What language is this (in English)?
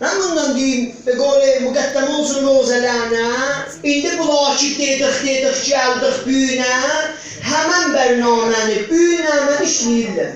South Azerbaijani